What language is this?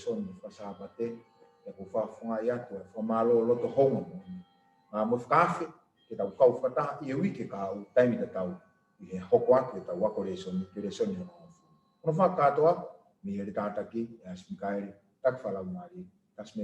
Tongan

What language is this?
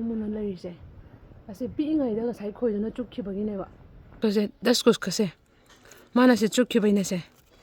Manipuri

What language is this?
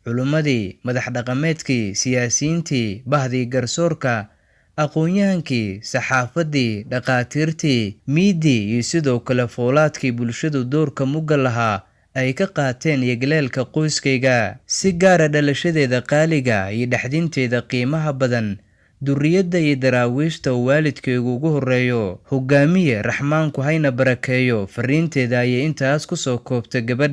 Somali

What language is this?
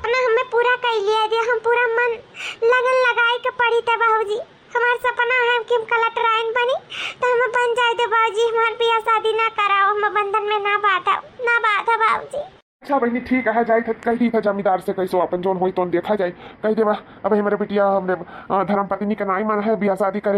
Awadhi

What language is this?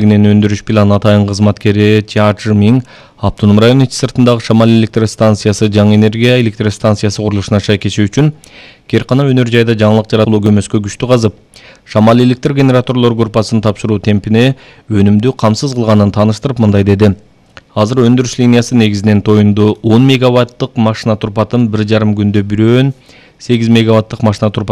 Kyrgyz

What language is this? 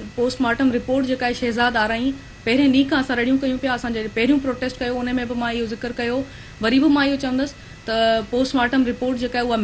Sindhi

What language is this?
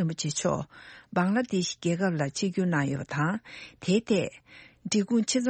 Tibetan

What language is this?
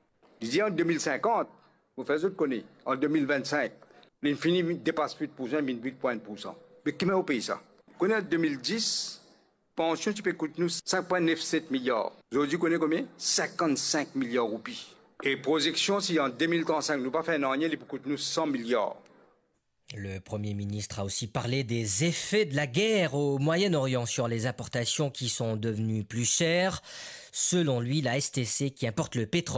Morisyen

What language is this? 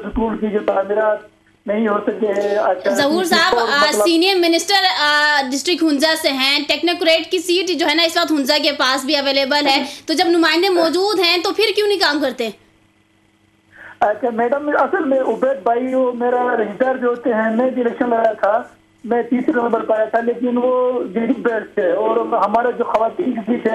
Urdu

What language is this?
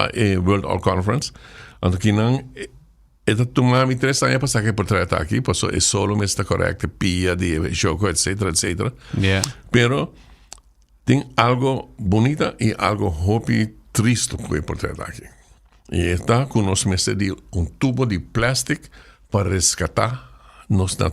Papiamento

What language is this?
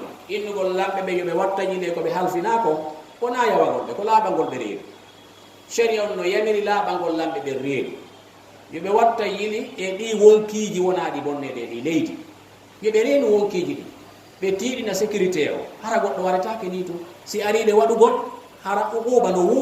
Fula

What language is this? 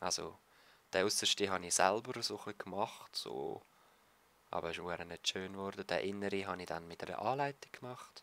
Swiss German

